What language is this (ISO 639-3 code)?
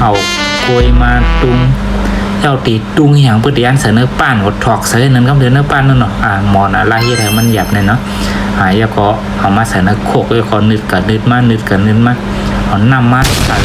shn